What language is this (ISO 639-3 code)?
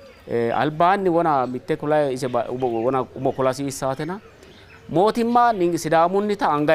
sid